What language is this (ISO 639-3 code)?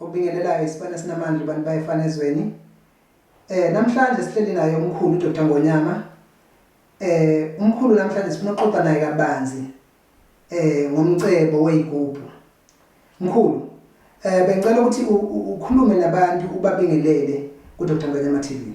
zul